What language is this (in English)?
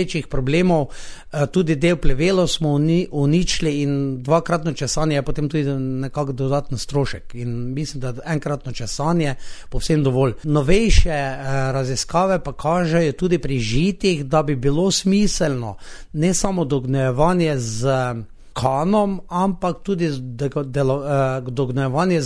Slovenian